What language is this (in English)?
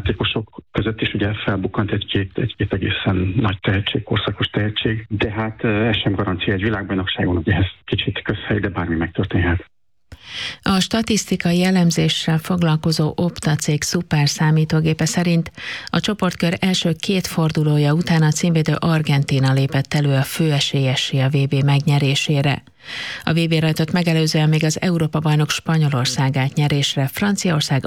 Hungarian